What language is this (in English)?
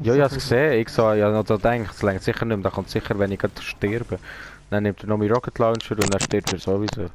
Swiss German